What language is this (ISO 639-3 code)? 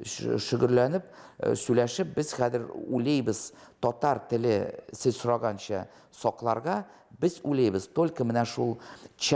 tat